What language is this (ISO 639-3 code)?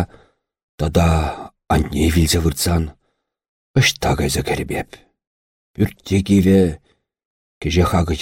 chv